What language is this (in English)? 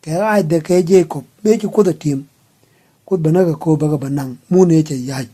Nuer